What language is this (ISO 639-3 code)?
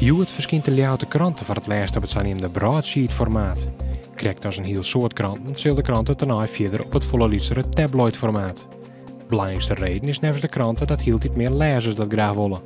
fry